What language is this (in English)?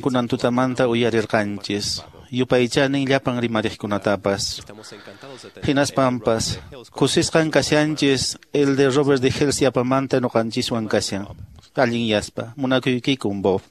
Quechua